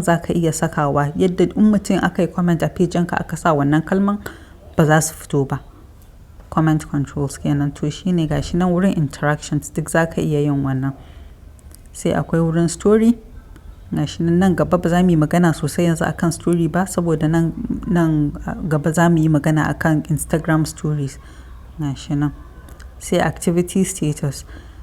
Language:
Hausa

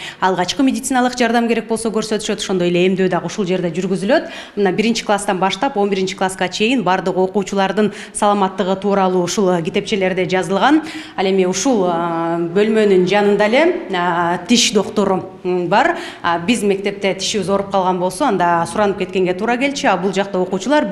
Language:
Kyrgyz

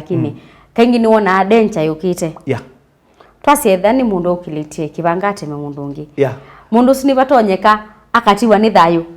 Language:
Kamba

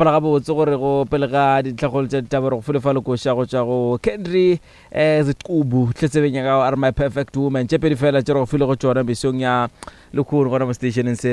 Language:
Northern Sotho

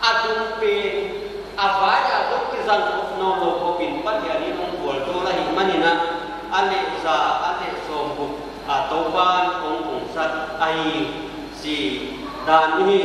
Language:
Paite Chin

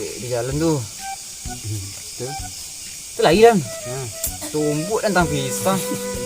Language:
Minangkabau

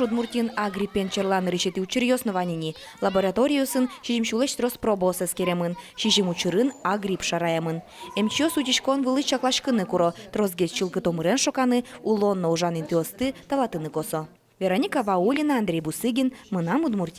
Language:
Udmurt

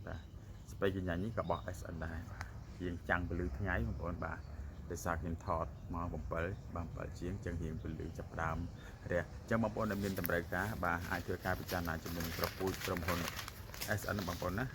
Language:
Khmer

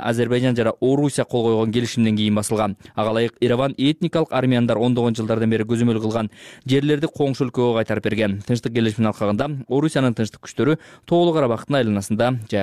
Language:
Kyrgyz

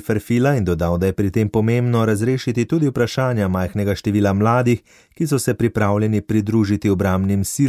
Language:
Slovenian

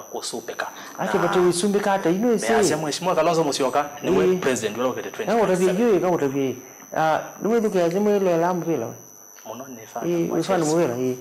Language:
Kamba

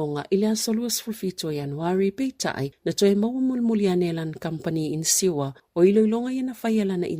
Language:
Samoan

